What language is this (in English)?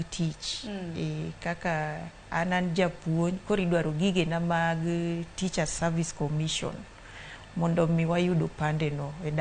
Luo (Kenya and Tanzania)